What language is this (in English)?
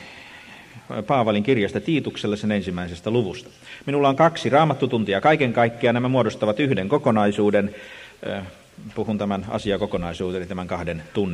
Finnish